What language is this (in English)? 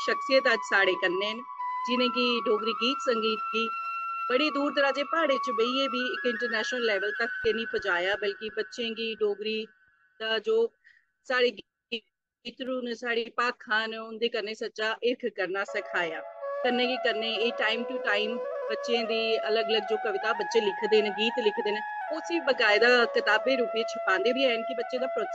Dogri